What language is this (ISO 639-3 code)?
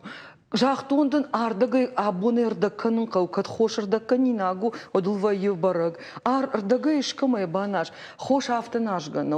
oss